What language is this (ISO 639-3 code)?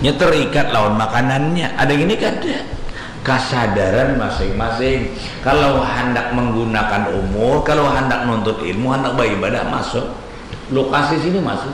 bjn